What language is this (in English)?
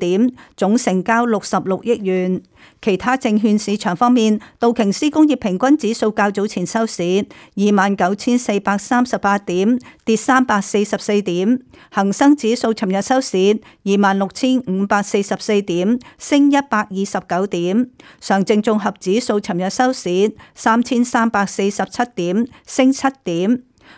Cantonese